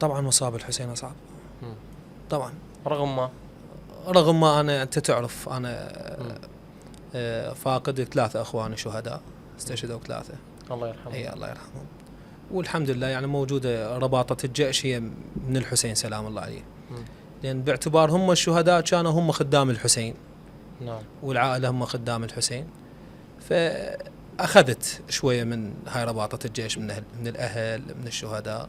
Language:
Mesopotamian Arabic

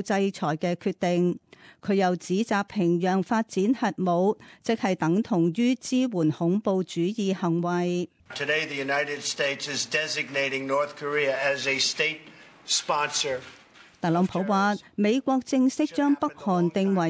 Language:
Cantonese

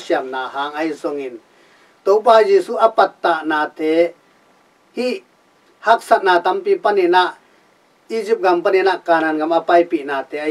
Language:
Tedim Chin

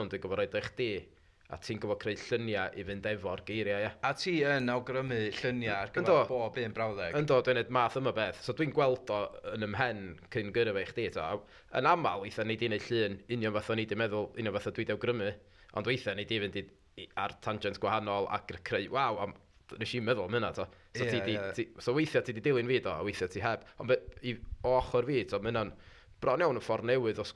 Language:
Welsh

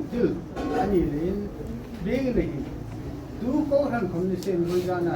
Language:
Hmar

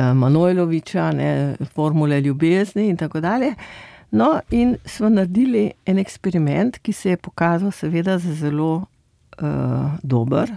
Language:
Slovenian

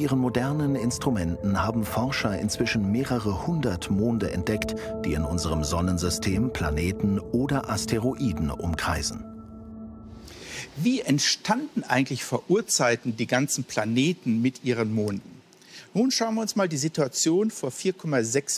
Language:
German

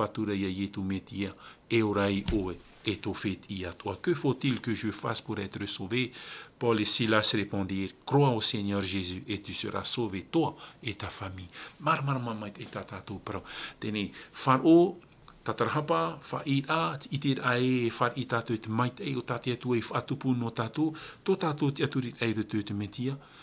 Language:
Tahitian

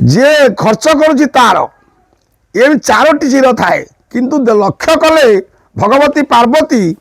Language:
Odia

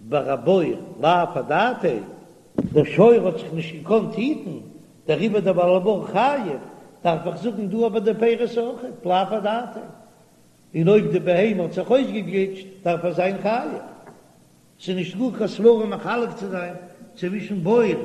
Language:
Yiddish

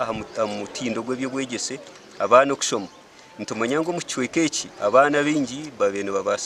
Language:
Nyankole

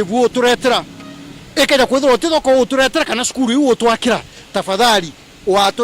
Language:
Meru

